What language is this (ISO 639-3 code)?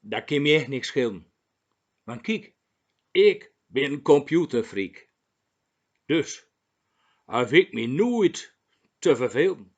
gos